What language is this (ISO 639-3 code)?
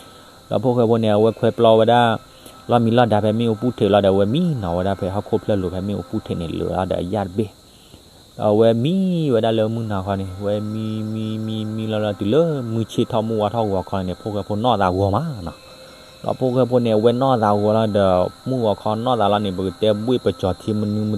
ksw